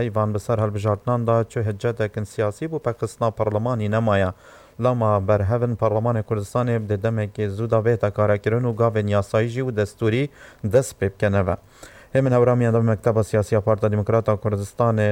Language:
Kurdish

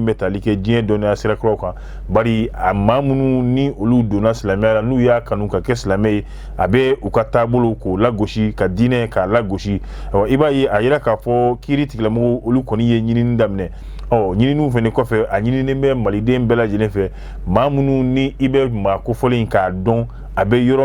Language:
Bambara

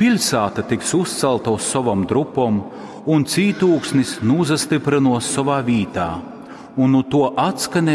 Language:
Latgalian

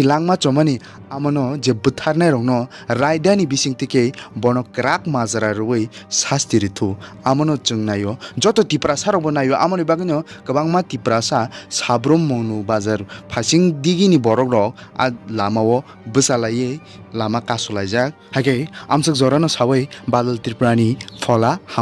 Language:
Kok Borok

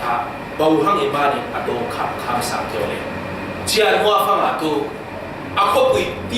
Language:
Falam Chin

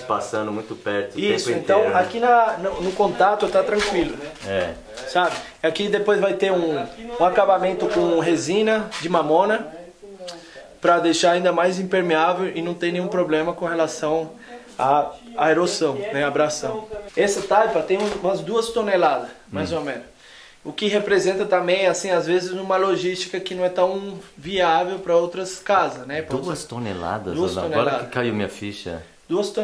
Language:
Portuguese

